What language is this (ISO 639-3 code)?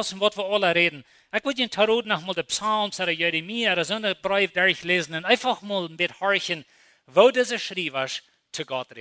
pdt